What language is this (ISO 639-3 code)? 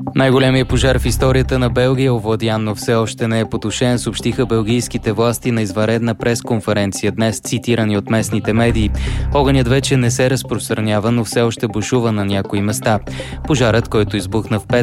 bul